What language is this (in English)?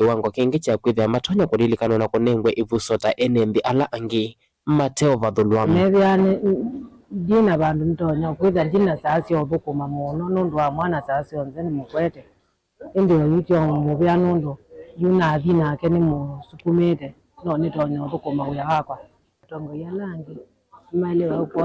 Kamba